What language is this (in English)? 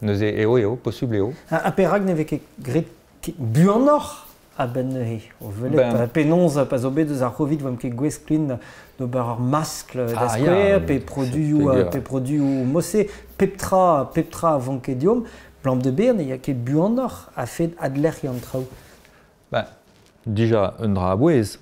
Breton